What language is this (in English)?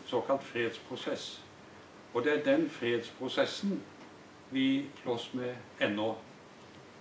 Norwegian